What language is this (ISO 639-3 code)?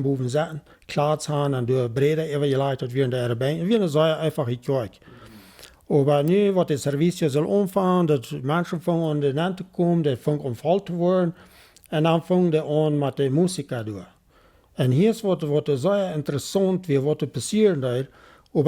pdt